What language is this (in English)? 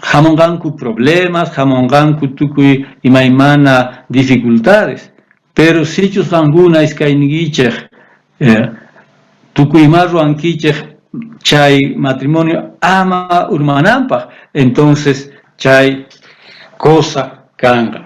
South Bolivian Quechua